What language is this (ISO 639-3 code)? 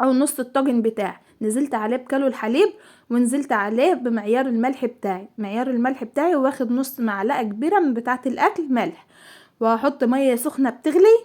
arz